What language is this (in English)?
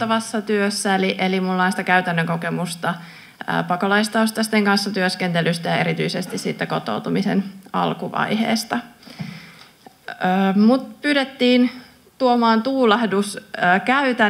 Finnish